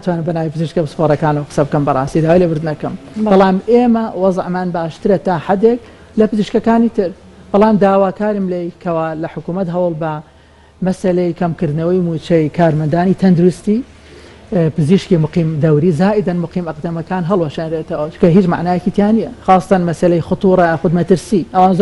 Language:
Central Kurdish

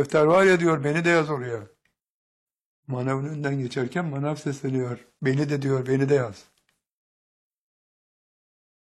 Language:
Turkish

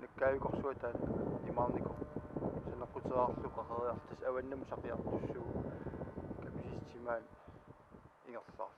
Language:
Kalaallisut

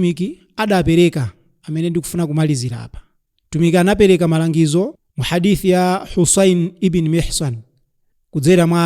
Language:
Nyanja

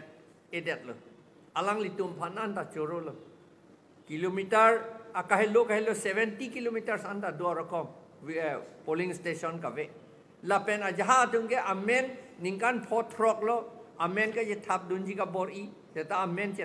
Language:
Karbi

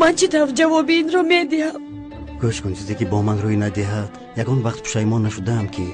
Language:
Tajik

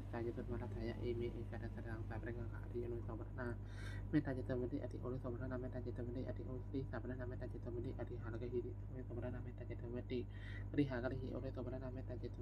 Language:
Pali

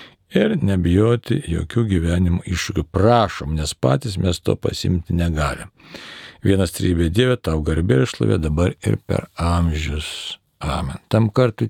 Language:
Lithuanian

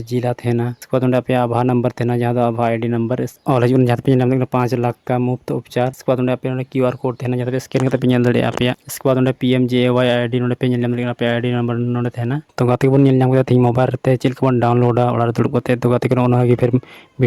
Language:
Santali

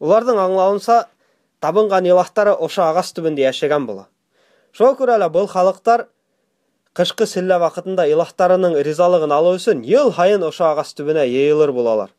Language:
Bashkir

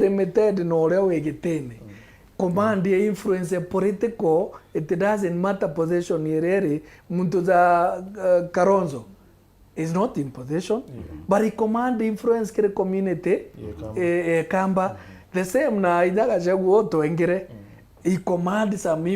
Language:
Meru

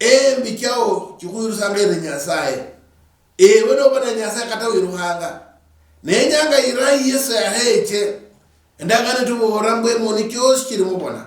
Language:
Luyia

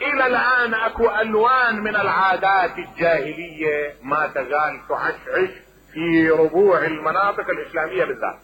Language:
Mesopotamian Arabic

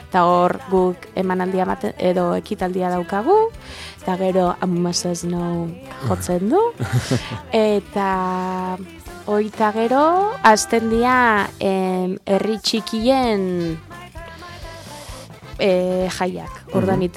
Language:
Basque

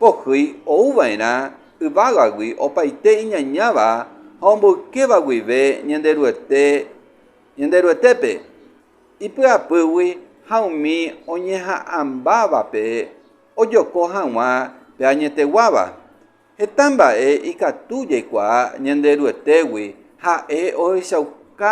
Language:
Guarani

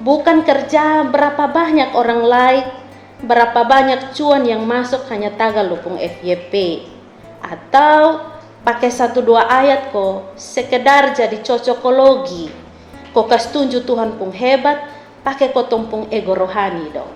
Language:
Kupang Malay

